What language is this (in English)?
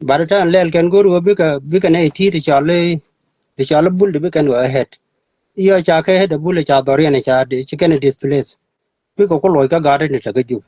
Nuer